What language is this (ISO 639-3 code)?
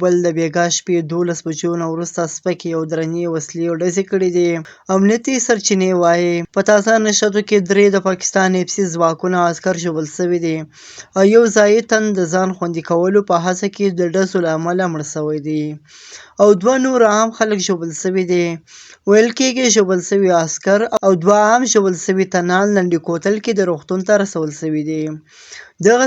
pus